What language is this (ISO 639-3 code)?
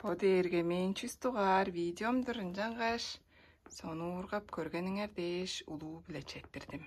tyv